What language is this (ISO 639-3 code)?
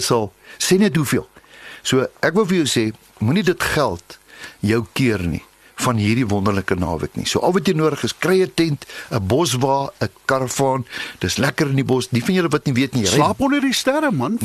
afr